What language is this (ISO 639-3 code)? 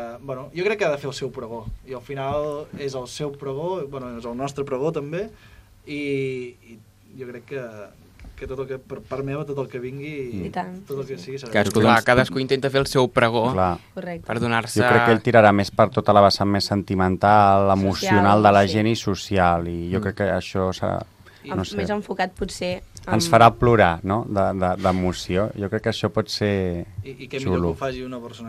cat